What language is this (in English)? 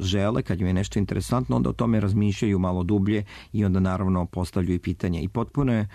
Serbian